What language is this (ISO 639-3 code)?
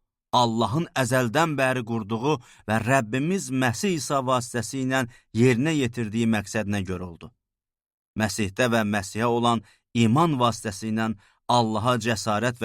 aze